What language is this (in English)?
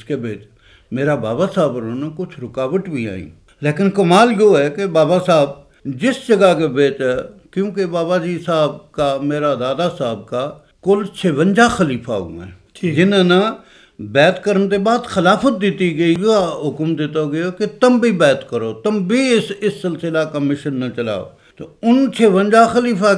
Gujari